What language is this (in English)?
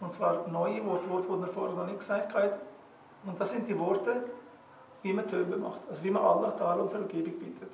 Swiss German